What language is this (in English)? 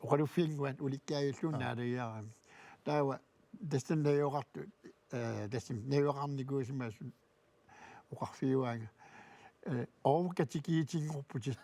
Kalaallisut